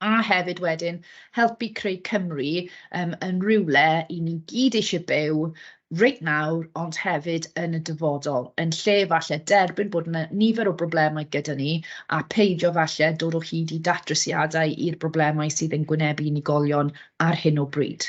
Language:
Welsh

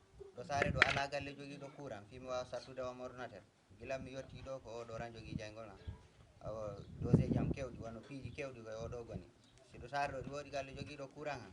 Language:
Fula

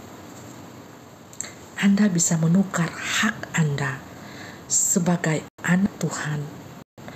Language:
Indonesian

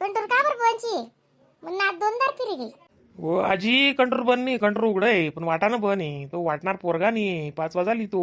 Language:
Khandesi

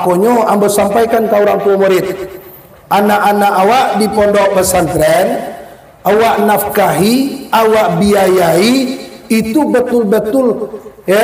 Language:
Minangkabau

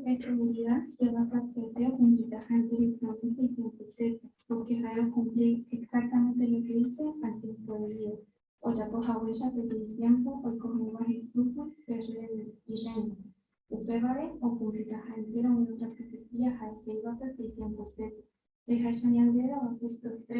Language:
Guarani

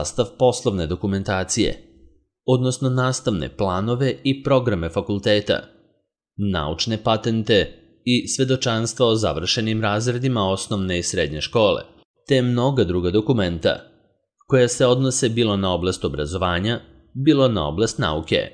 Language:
Serbian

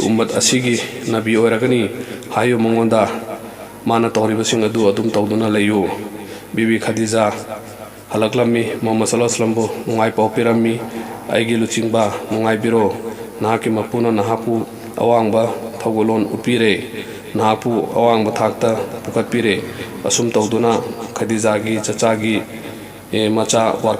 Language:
Manipuri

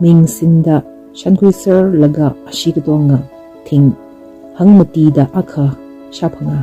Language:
Tangkhul Naga (India)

